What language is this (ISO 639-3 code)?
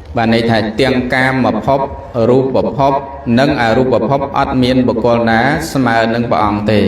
khm